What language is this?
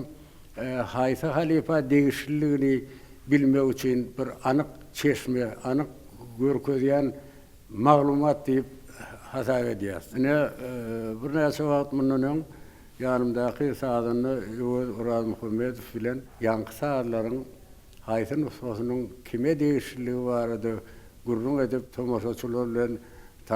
Turkmen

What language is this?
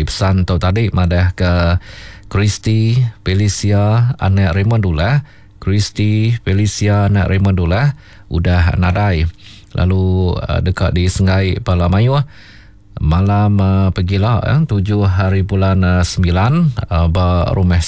Iban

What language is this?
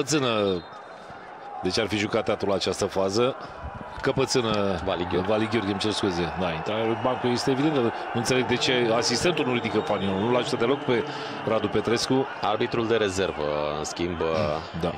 Romanian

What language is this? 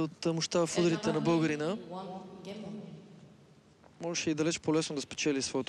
Bulgarian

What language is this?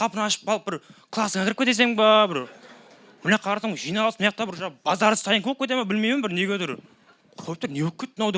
Kara-Kalpak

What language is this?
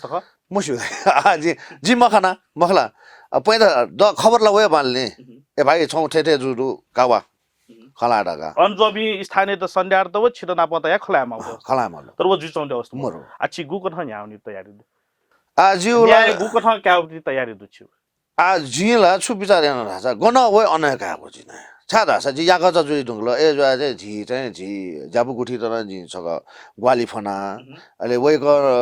Newari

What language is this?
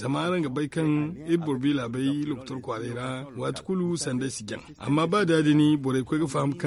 Zarma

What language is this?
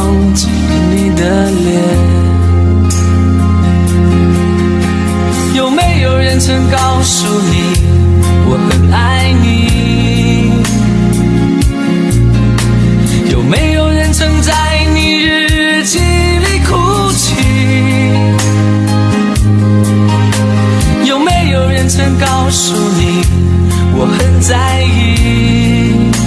Chinese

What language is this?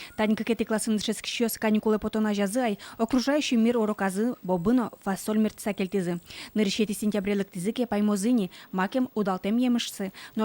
Udmurt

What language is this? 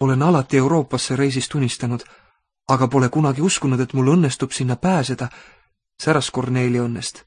Estonian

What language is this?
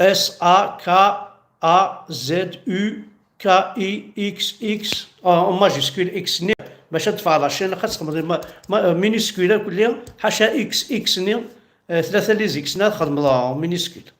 Kabyle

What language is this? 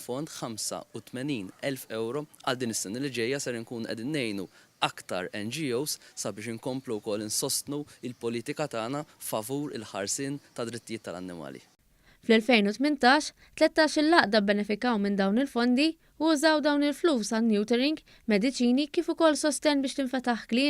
Maltese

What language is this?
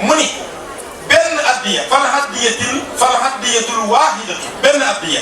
Wolof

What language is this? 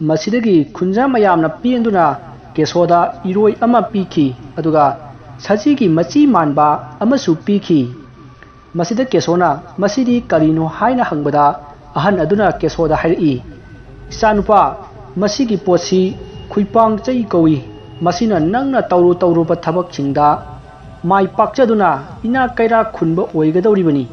Manipuri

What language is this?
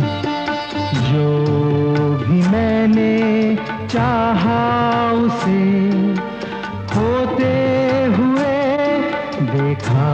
Hindi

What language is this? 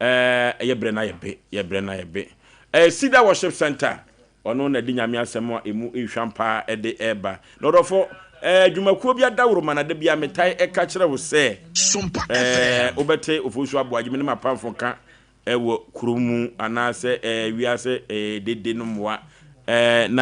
Akan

